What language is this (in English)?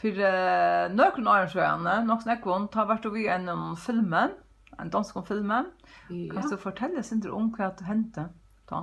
Faroese